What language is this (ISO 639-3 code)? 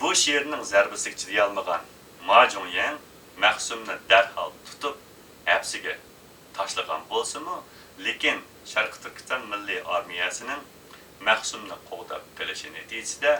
uig